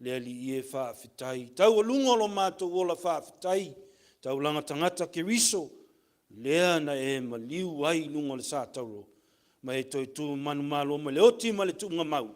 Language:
Samoan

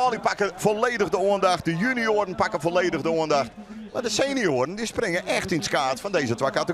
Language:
Western Frisian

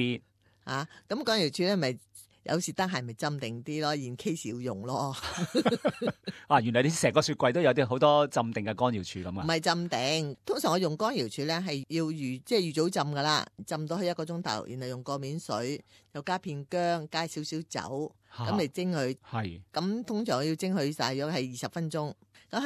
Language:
Cantonese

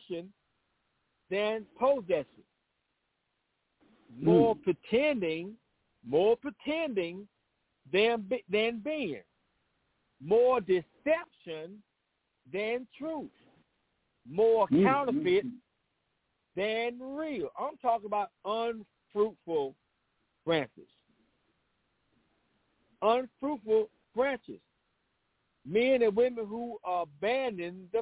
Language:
English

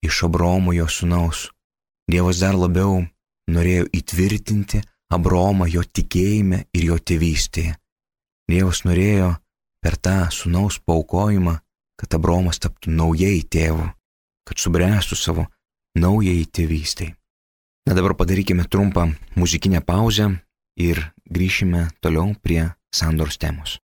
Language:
Lithuanian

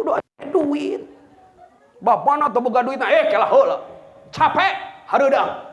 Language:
Sundanese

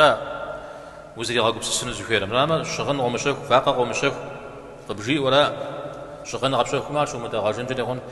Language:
Kabardian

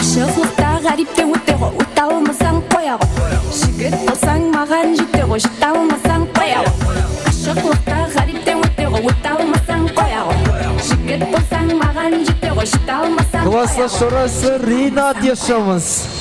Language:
Kara-Kalpak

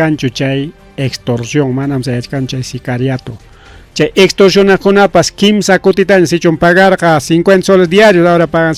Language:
Ayacucho Quechua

